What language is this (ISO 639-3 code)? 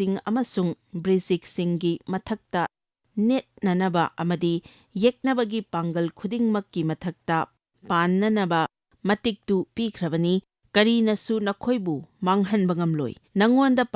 mni